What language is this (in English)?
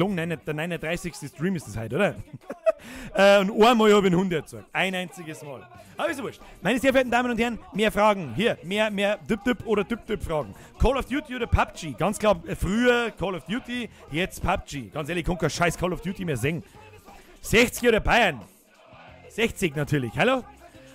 Bavarian